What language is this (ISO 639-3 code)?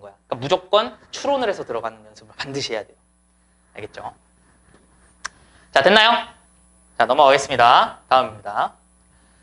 kor